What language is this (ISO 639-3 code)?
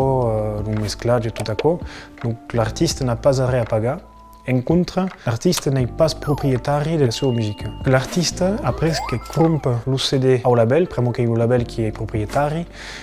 oci